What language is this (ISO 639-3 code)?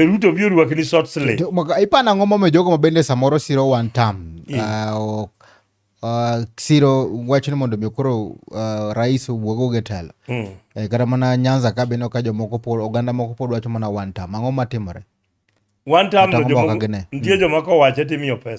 luo